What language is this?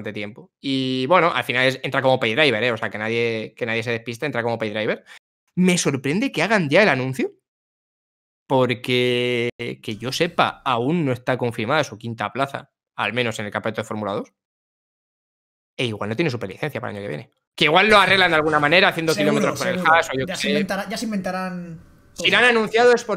Spanish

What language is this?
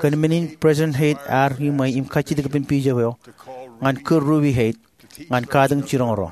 Marshallese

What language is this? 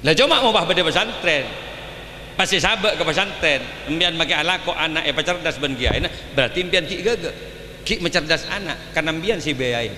Madurese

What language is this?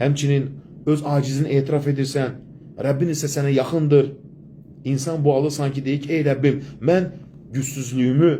Azerbaijani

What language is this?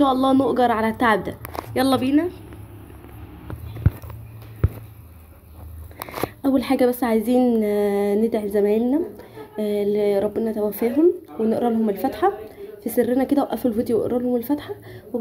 Egyptian Arabic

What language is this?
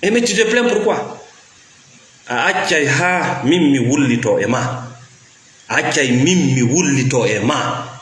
Fula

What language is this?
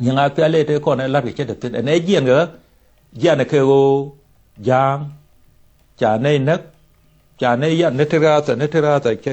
Nuer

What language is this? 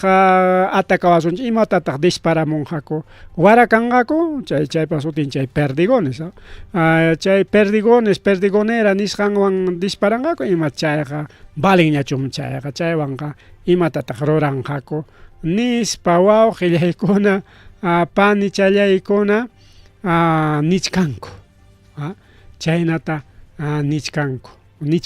Ayacucho Quechua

